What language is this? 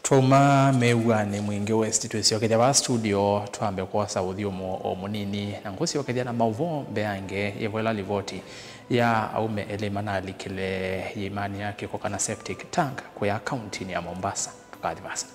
Kamba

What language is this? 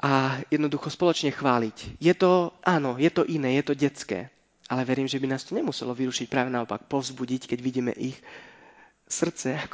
Slovak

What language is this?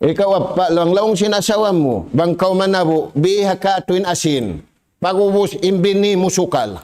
Tausug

